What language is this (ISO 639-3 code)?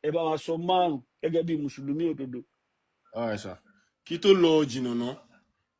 yor